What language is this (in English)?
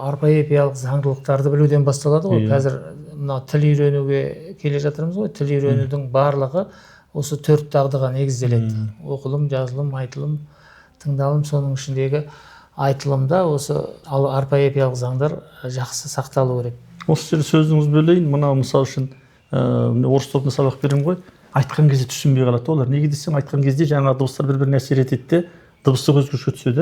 Kazakh